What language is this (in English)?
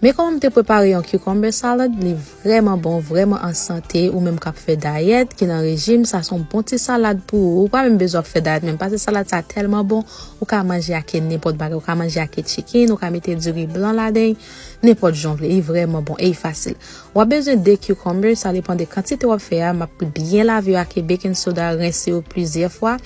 Haitian Creole